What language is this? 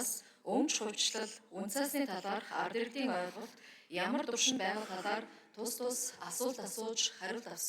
Mongolian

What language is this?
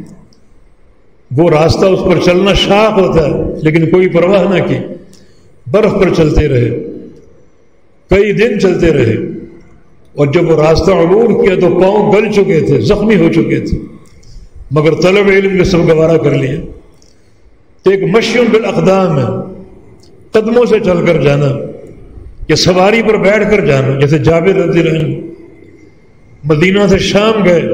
Urdu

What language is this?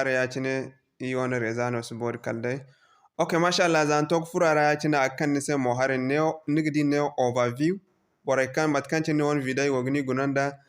Zarma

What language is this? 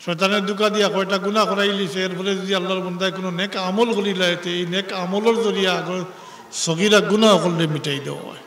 Sylheti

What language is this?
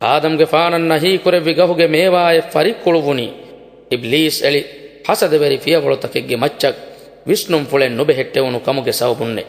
Divehi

